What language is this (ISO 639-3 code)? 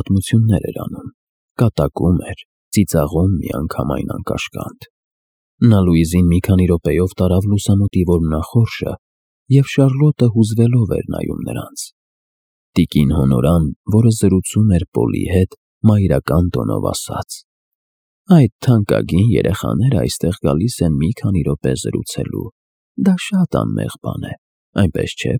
hye